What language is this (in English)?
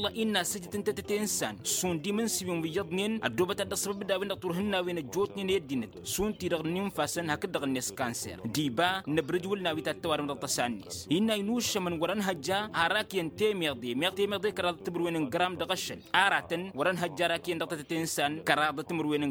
Tamasheq